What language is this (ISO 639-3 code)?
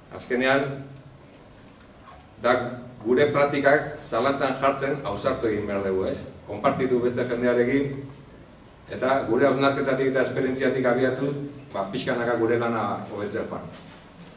eus